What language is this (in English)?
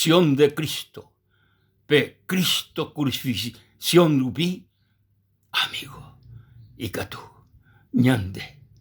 Guarani